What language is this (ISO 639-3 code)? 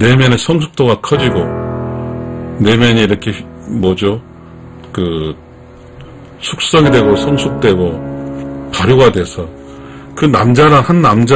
kor